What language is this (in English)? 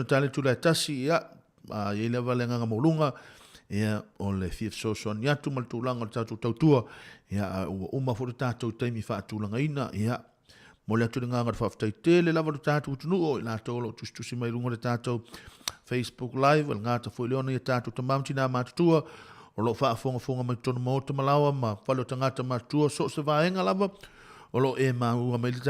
Samoan